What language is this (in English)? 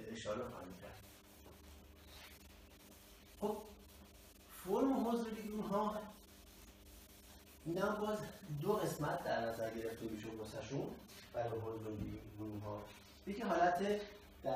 Persian